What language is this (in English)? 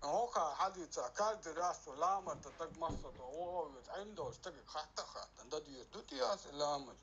Chechen